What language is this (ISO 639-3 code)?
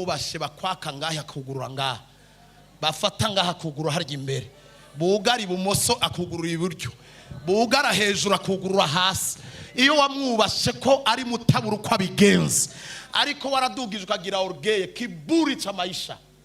run